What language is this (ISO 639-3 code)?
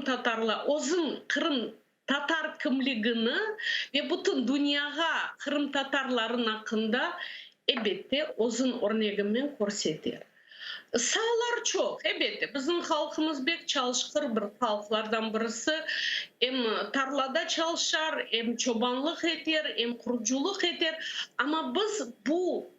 crh